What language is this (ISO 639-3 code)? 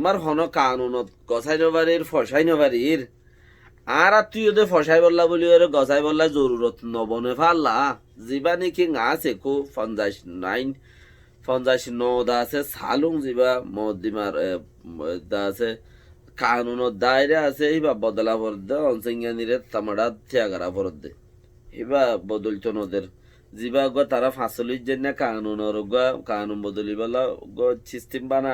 rhg